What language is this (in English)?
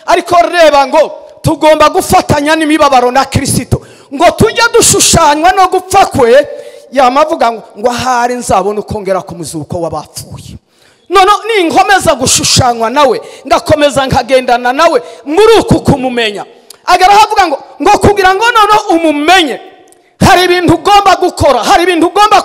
Kinyarwanda